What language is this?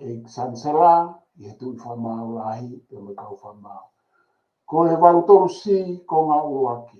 Tongan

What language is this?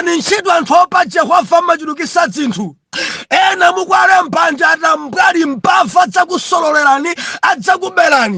Nyanja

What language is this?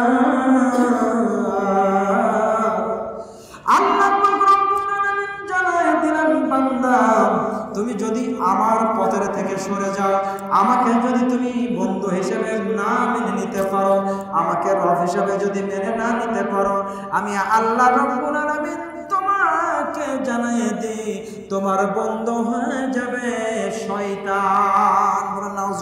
Bangla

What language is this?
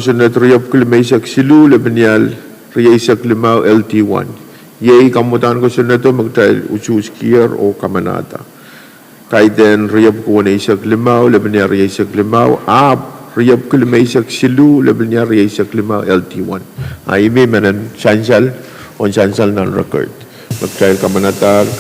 Pohnpeian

